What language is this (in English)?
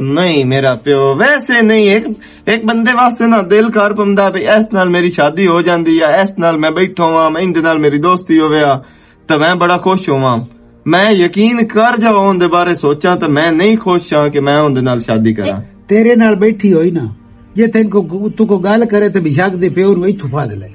Western Panjabi